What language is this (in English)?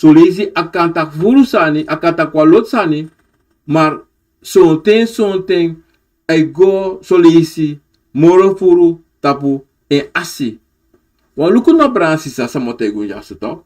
Sranan Tongo